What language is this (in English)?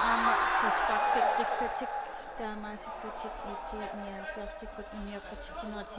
Kalaallisut